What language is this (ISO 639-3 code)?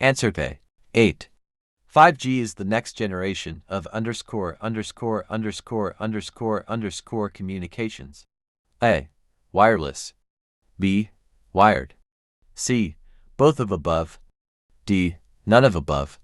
eng